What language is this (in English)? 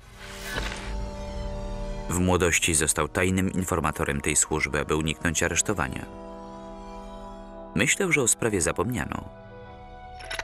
Polish